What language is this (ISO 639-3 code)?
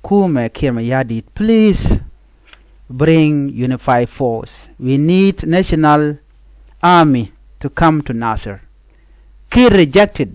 nus